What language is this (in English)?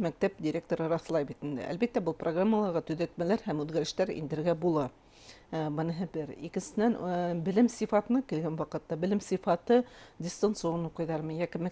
Bashkir